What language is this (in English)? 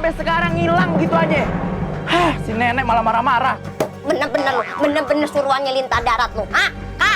Betawi